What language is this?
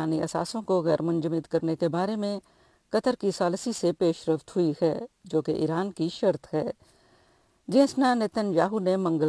Urdu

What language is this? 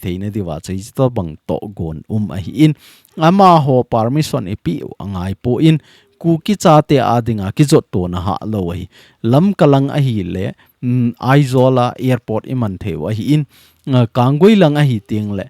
Thado Chin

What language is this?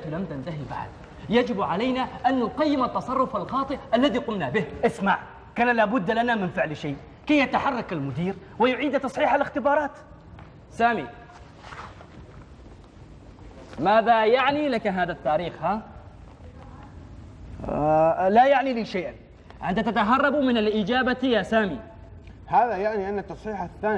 Arabic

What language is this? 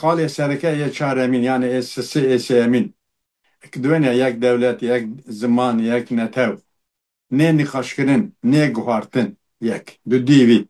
Kurdish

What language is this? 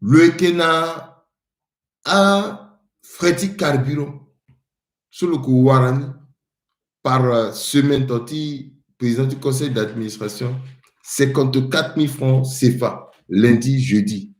Sango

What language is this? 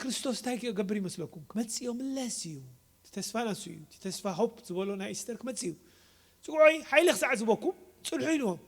Tigrinya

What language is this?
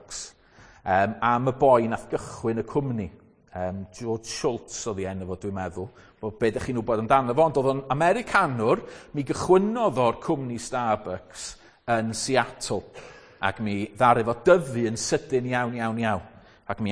Welsh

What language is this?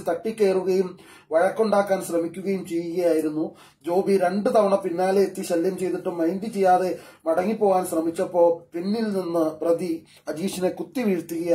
Malayalam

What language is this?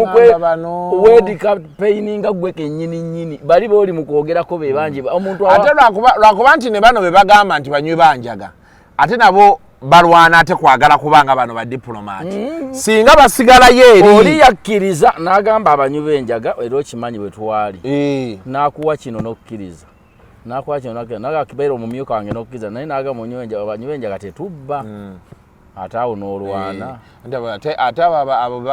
Ganda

